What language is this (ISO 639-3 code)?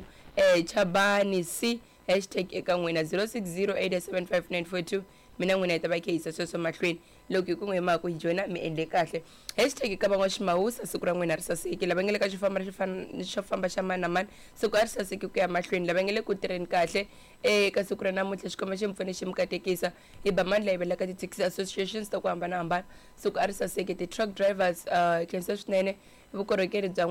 tso